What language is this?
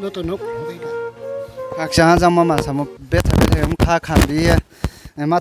Riang (India)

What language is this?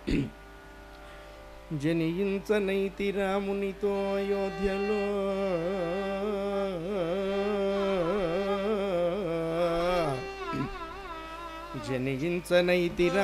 Telugu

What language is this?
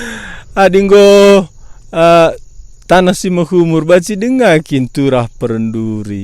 Batak Karo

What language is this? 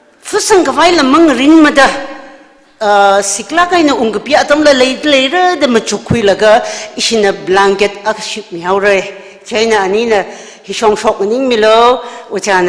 Tangkhul Naga (India)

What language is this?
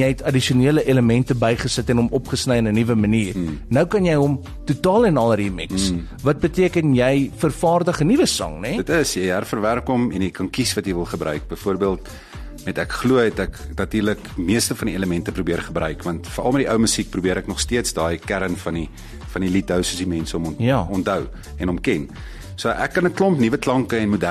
Afrikaans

